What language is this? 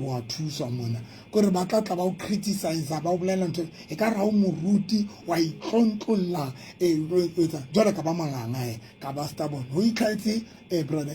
Southern Sotho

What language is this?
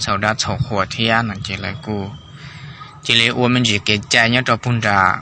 Hmong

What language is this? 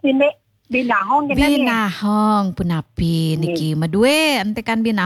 Balinese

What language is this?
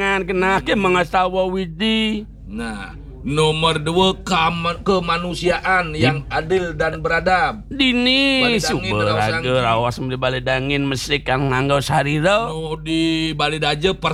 Balinese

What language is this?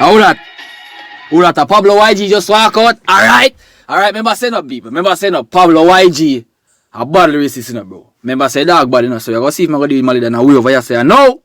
Jamaican Creole English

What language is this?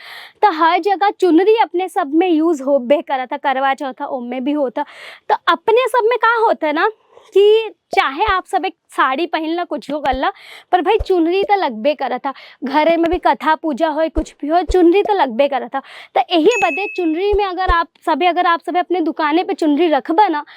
Bhojpuri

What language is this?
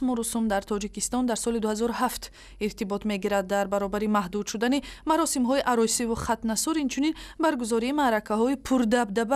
Tajik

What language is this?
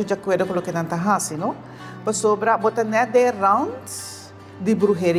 Papiamento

